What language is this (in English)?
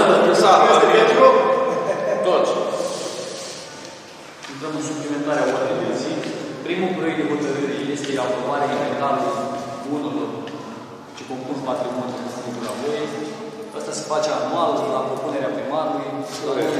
Romanian